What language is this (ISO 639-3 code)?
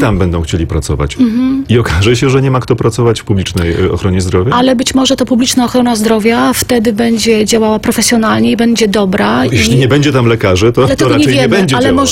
pol